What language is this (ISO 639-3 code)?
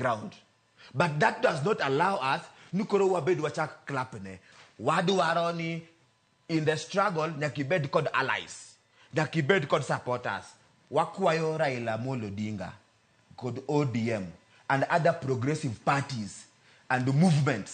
luo